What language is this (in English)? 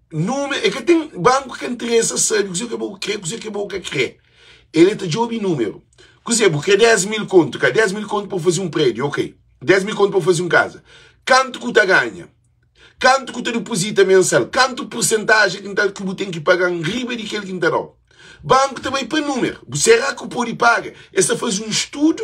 Kabuverdianu